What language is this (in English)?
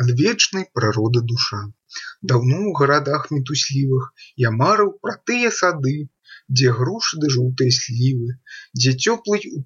Belarusian